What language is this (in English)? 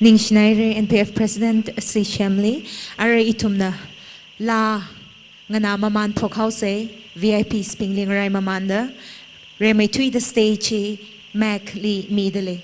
Tangkhul Naga (India)